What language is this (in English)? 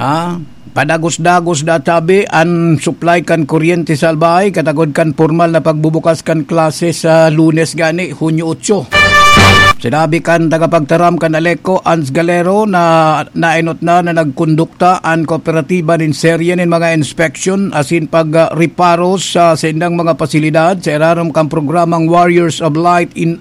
Bikol